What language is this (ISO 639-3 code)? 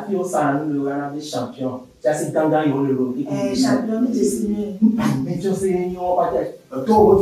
ewe